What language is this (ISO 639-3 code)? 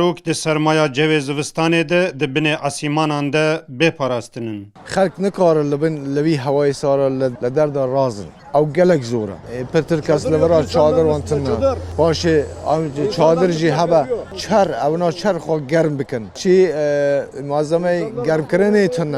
kur